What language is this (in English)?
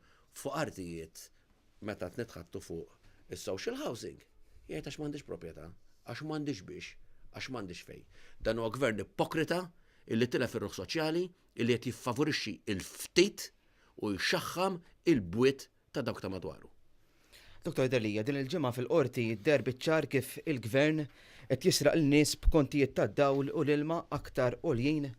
Maltese